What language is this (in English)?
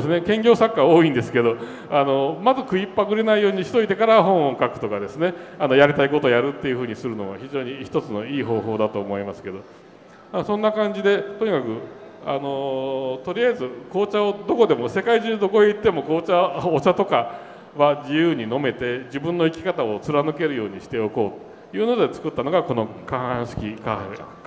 Japanese